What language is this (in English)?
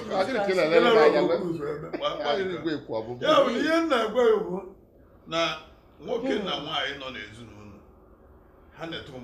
Igbo